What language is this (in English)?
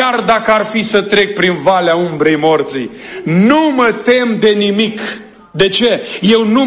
Romanian